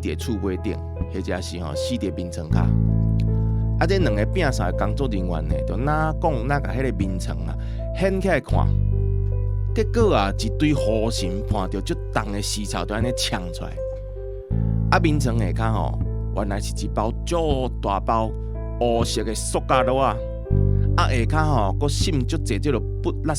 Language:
Min Nan Chinese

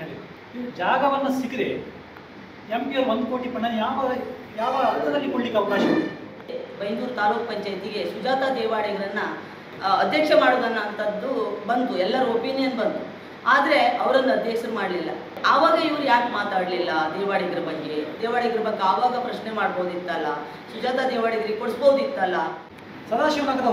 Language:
Kannada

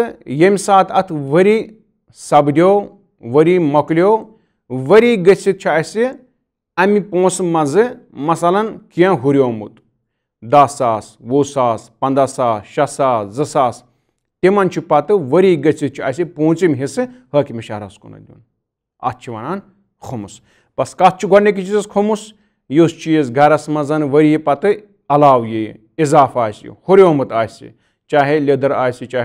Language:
Kashmiri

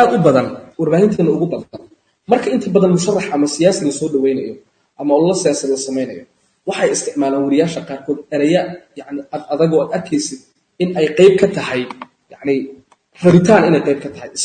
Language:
Somali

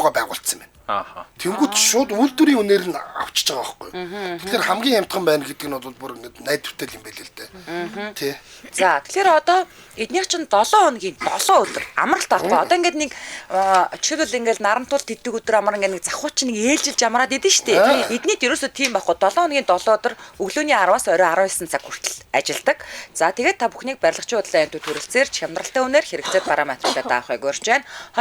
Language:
Mongolian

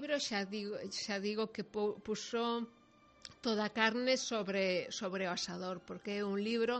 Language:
Galician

